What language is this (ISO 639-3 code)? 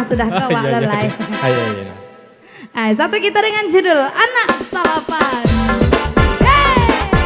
min